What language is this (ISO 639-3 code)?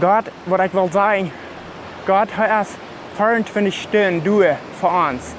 pdt